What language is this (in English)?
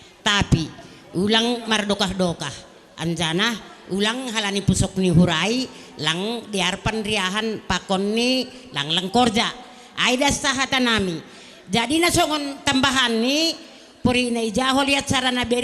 Batak Simalungun